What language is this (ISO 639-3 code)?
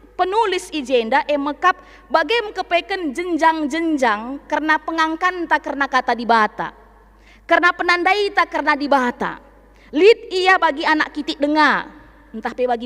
btx